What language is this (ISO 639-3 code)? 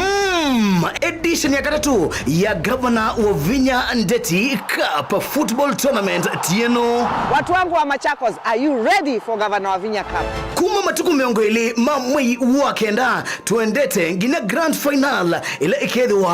kam